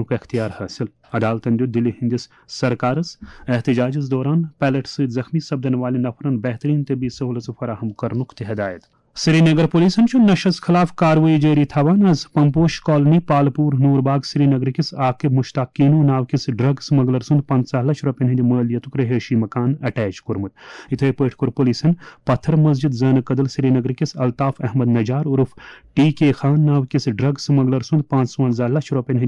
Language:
Kashmiri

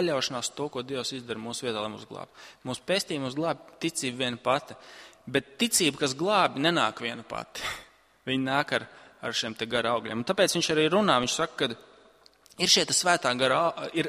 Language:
Latvian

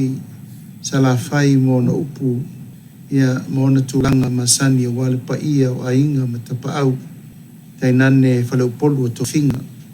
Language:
Samoan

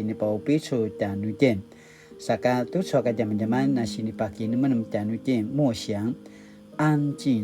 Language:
Paiwan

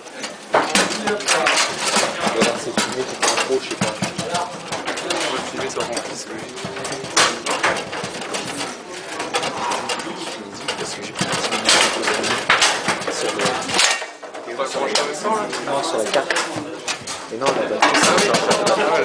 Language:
French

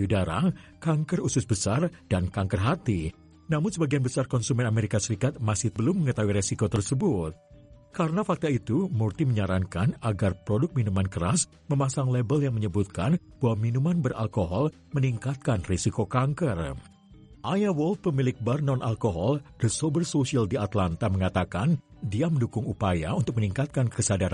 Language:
Indonesian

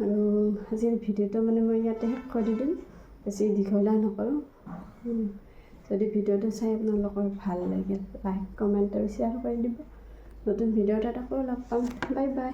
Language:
Assamese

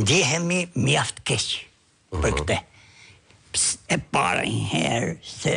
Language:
Albanian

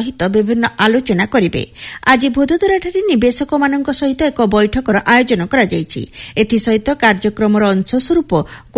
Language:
Odia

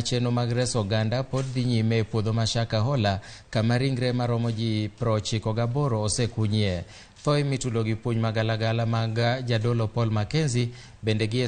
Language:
Luo (Kenya and Tanzania)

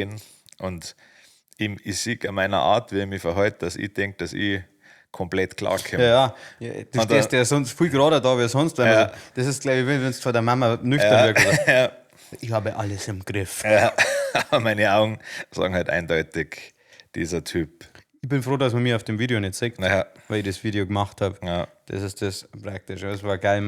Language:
Bavarian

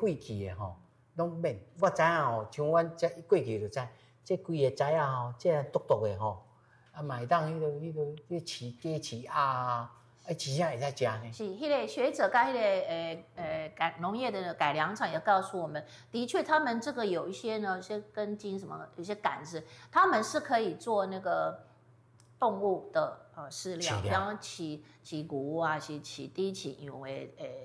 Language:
Min Nan Chinese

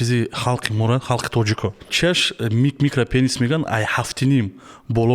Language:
Tajik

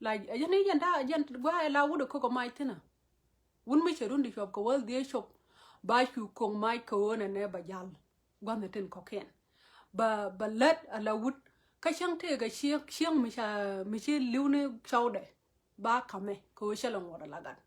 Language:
Nuer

